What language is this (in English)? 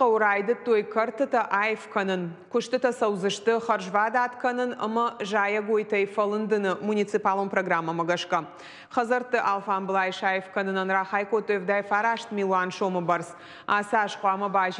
Ossetic